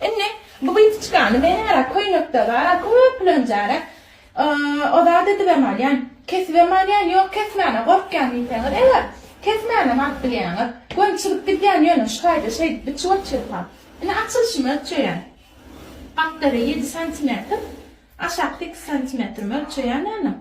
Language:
Turkmen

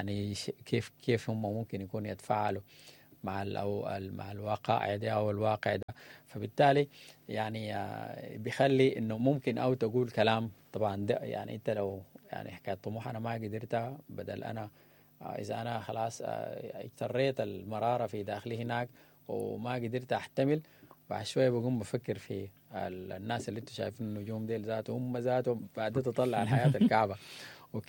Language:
Sudanese Arabic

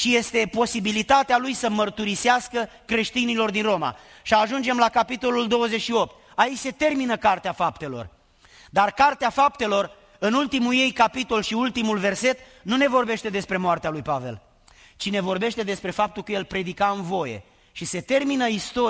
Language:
Romanian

